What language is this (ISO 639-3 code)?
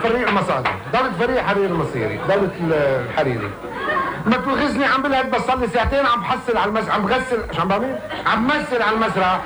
apc